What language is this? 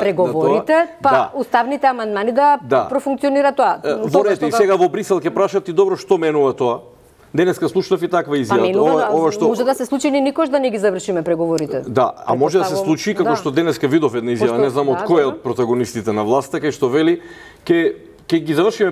Macedonian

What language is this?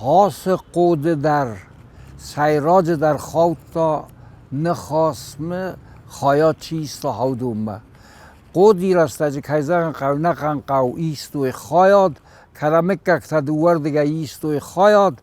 Ossetic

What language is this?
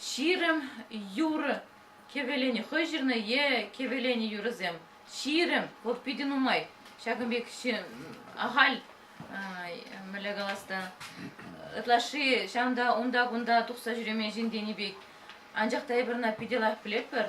Chuvash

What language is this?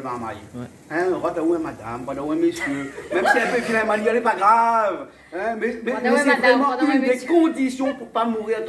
Réunion Creole French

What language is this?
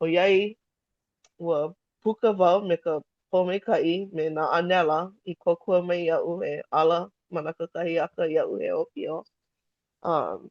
Hawaiian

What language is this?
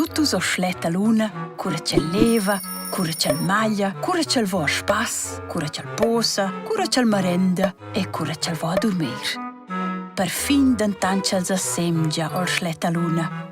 Romansh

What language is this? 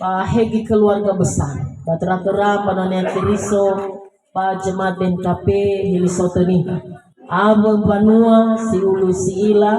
Nias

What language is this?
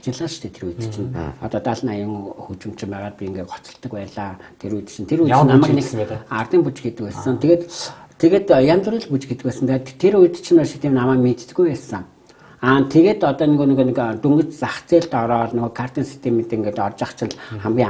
Mongolian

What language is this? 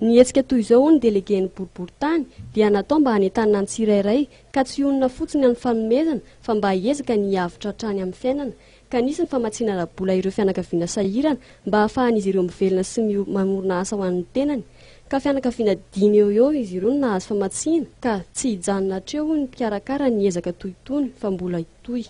Malagasy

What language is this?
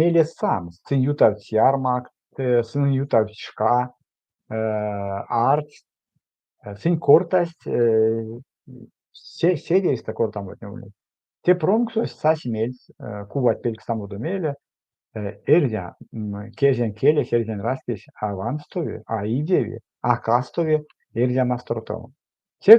Erzya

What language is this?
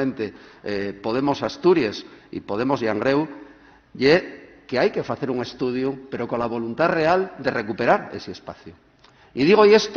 Asturian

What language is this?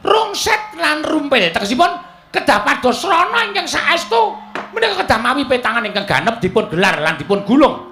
Javanese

